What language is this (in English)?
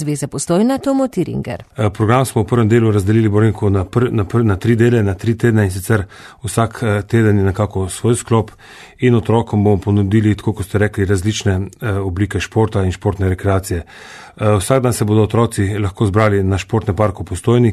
Slovenian